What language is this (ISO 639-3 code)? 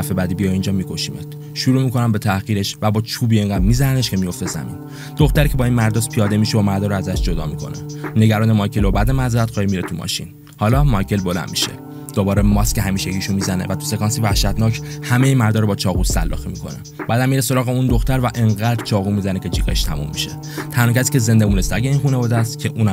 fas